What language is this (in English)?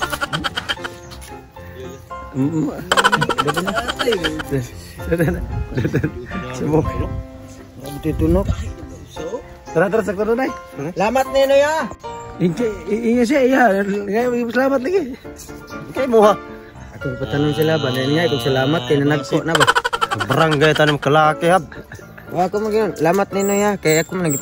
Cebuano